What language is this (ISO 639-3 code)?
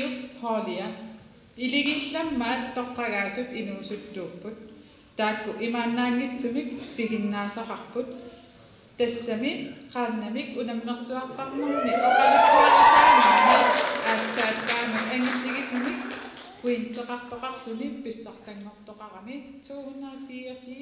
kal